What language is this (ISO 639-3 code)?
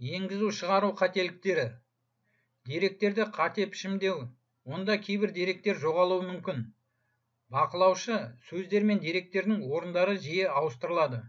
kaz